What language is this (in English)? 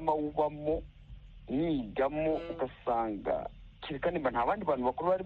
Kinyarwanda